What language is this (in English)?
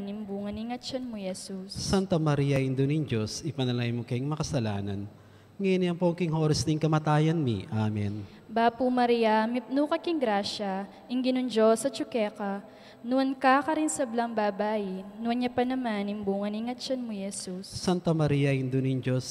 Pampanga